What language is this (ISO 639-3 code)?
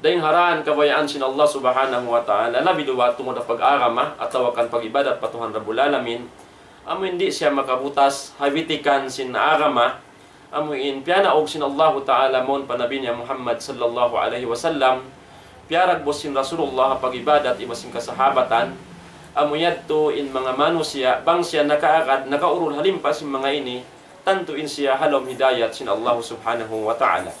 tsg